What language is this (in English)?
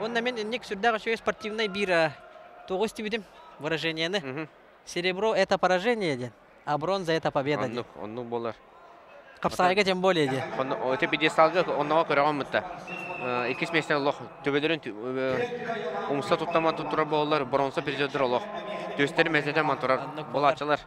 Yakut